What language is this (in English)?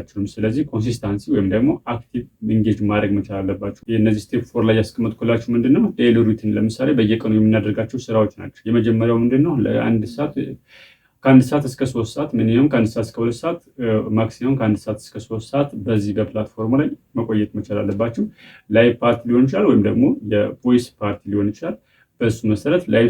Amharic